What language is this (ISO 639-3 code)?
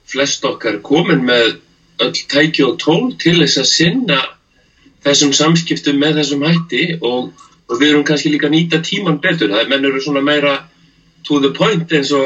isl